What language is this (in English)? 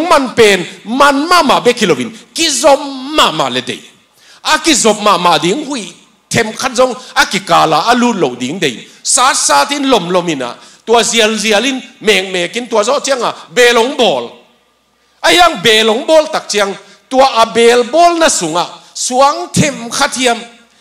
Tedim Chin